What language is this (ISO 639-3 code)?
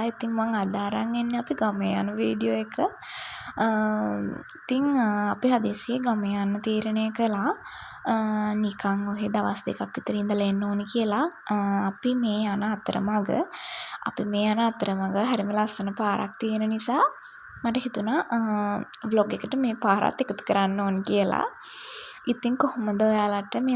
sin